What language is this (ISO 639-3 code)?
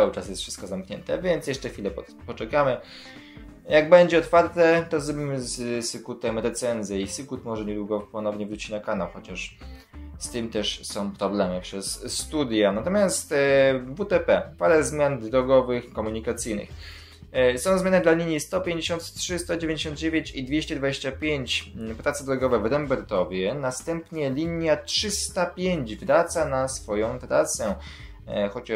pol